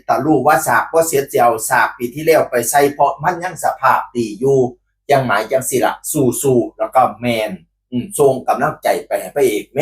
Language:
Northeastern Thai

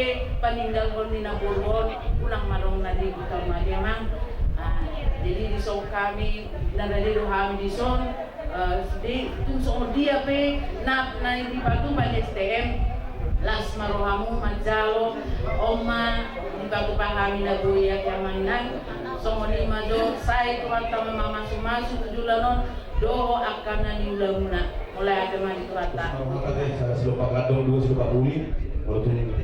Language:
Batak Toba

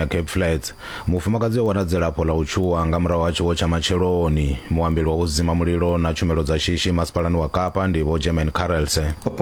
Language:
Venda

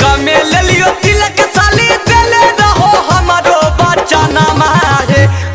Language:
Magahi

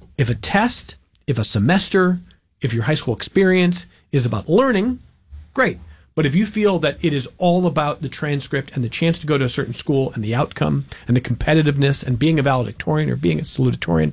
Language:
English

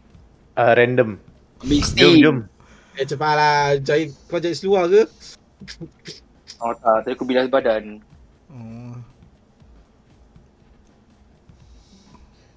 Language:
Malay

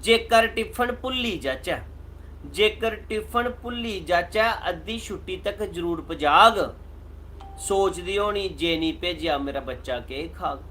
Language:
Dogri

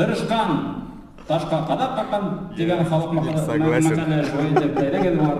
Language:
Bashkir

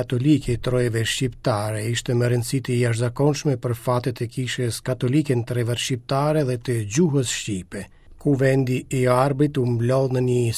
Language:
Albanian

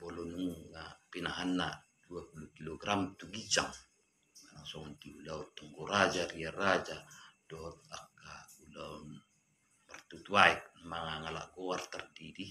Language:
Batak Toba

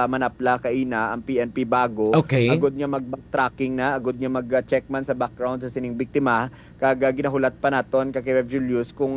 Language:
Hiligaynon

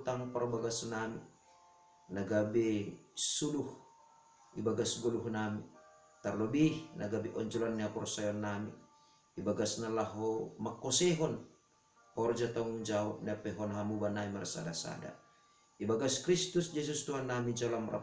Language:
Batak Simalungun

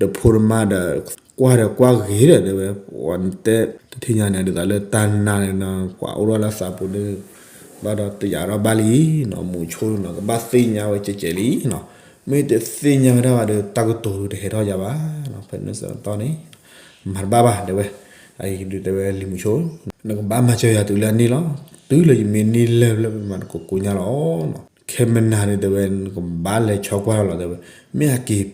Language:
S'gaw Karen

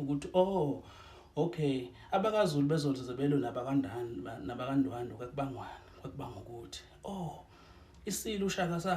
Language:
Zulu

